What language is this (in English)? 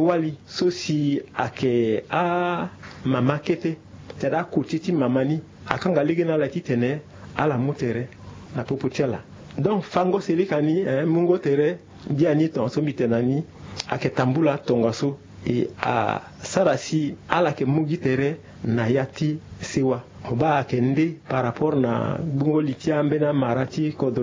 Sango